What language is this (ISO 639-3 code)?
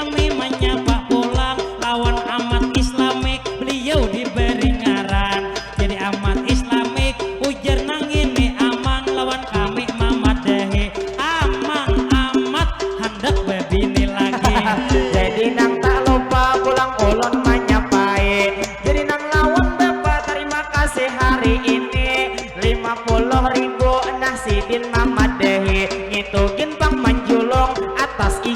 bjn